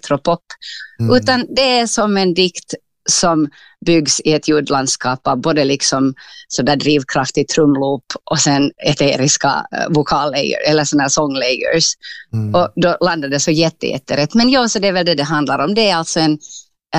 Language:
Swedish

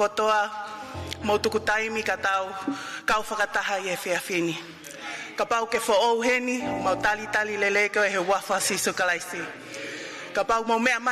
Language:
Tongan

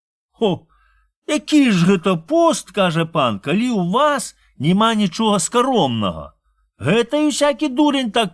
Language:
Belarusian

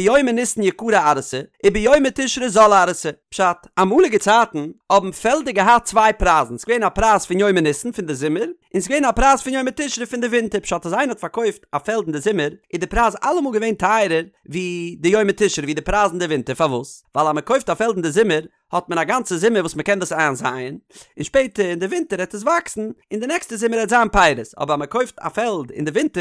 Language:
Yiddish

